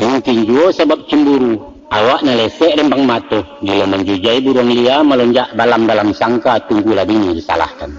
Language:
Minangkabau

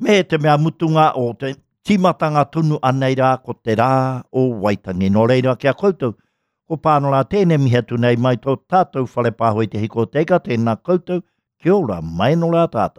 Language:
Māori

